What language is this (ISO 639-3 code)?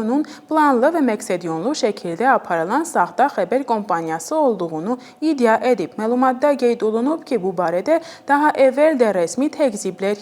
aze